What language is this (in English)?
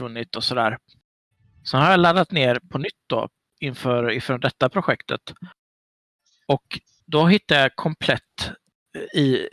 Swedish